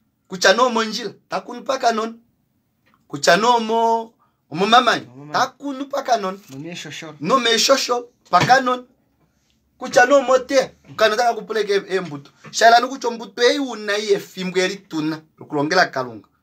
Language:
Kuanyama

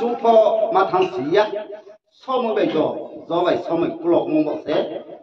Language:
Riang (India)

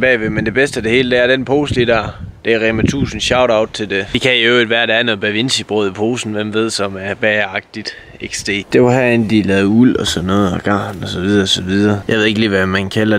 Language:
Danish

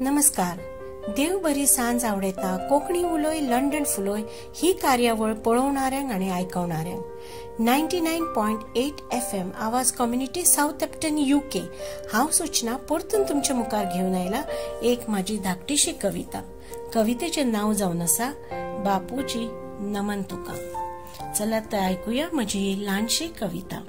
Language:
Konkani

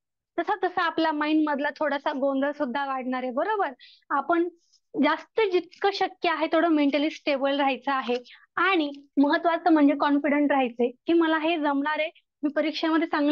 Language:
Marathi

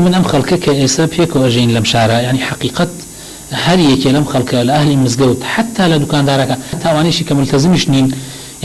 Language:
Central Kurdish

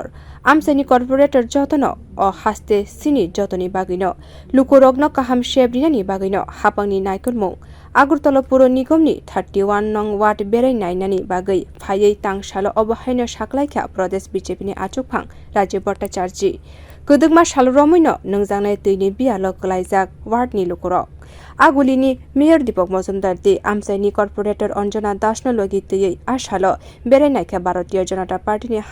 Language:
Kok Borok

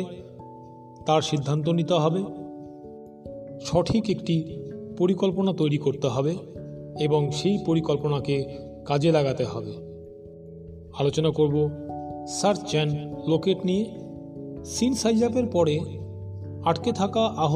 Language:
Bangla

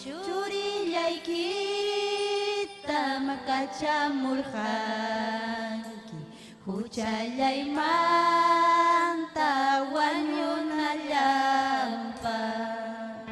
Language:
Ayacucho Quechua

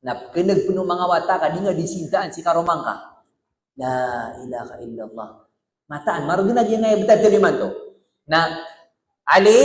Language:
Maranao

